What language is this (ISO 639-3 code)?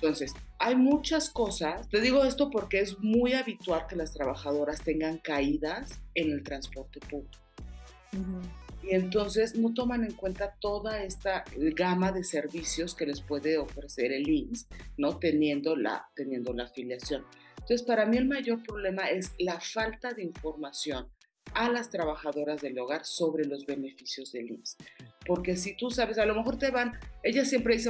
spa